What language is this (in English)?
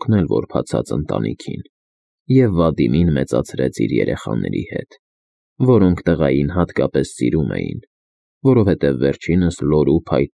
Armenian